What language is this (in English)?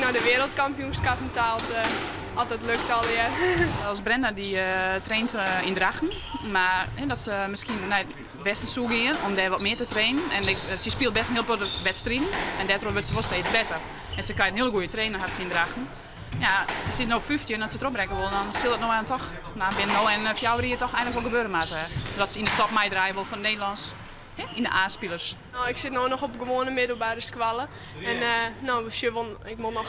Western Frisian